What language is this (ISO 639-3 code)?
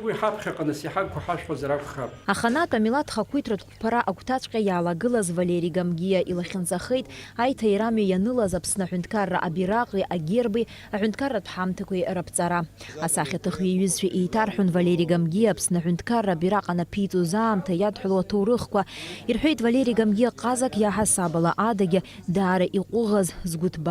abk